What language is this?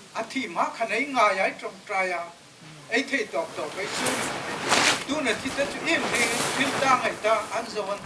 Hmar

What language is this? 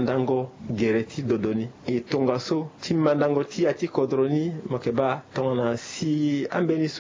Sango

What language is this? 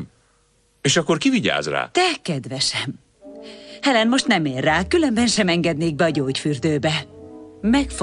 Hungarian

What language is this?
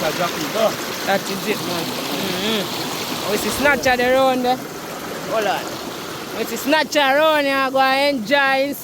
Jamaican Creole English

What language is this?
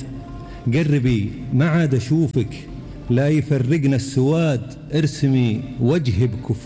Gulf Arabic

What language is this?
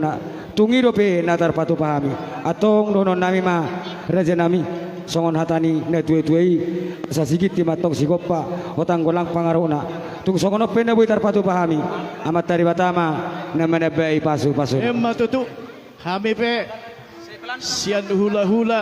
Batak Toba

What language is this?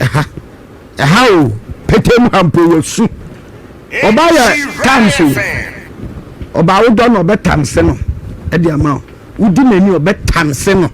Akan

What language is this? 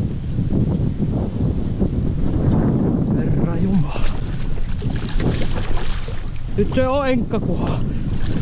Finnish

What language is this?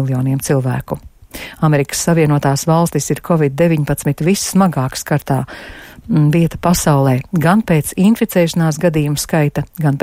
Latvian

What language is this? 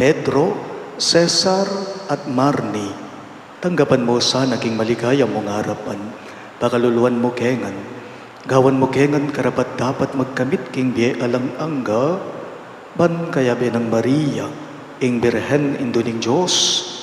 Pampanga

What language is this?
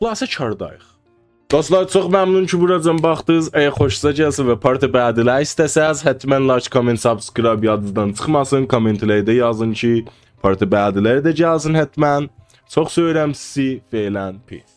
South Azerbaijani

